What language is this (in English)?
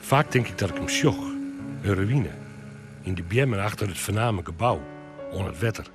Western Frisian